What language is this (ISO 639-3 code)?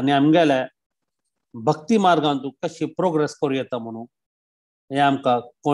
kok